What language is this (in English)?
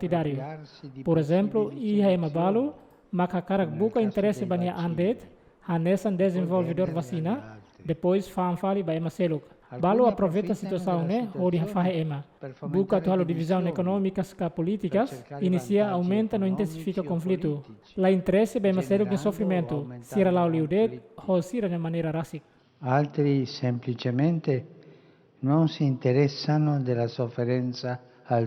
Tetum